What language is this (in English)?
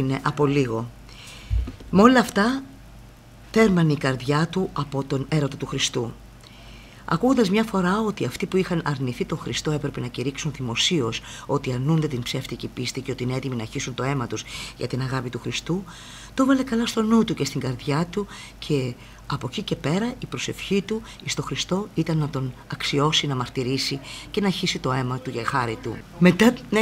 Greek